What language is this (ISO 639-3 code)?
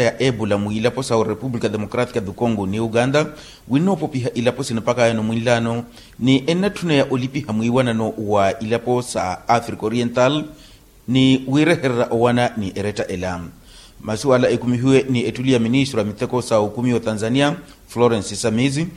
vmw